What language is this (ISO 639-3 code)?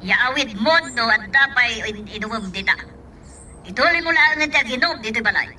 ilo